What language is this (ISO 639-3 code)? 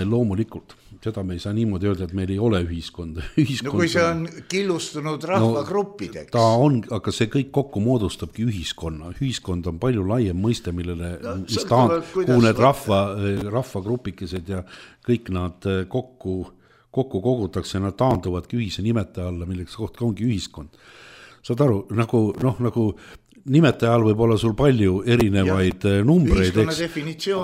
est